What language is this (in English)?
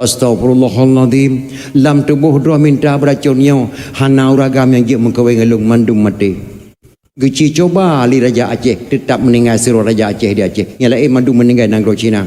Achinese